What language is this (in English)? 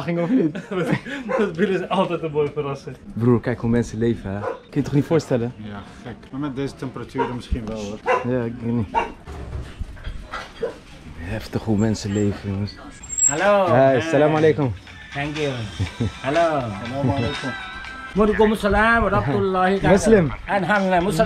Dutch